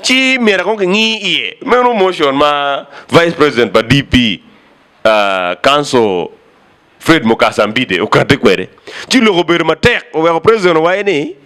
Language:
Acoli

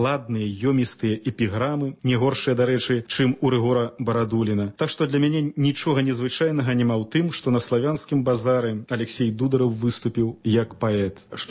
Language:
Belarusian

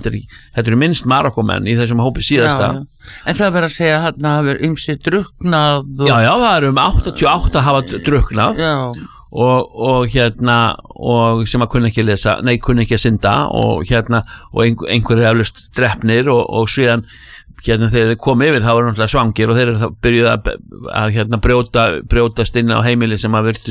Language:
Icelandic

